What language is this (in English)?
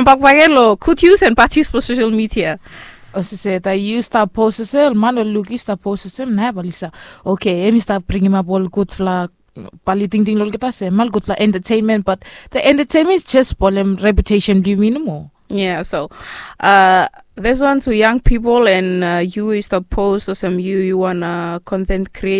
Bislama